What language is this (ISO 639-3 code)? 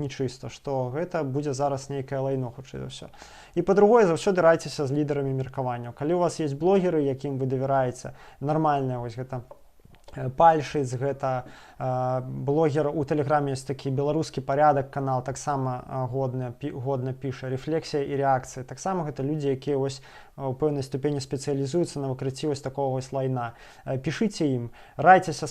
bel